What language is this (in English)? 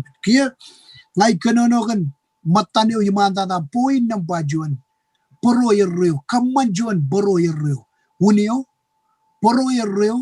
Marshallese